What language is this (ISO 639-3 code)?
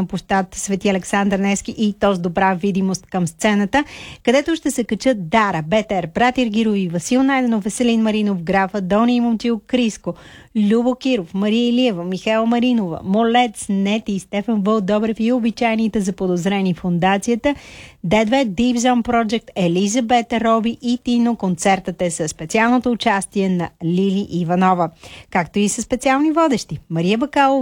bul